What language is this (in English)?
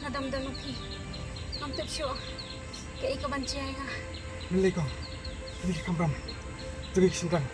Khasi